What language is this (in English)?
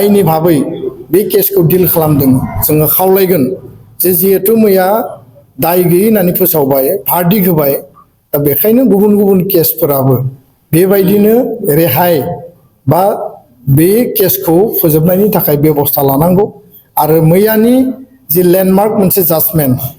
Bodo